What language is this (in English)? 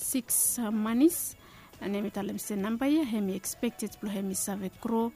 Bislama